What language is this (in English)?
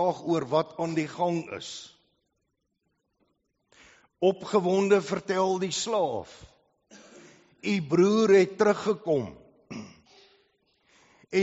Afrikaans